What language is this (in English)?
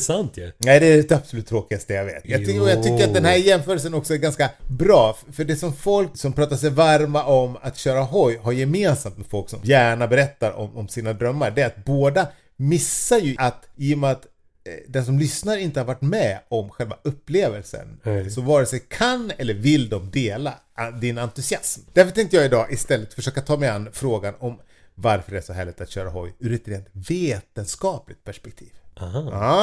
Swedish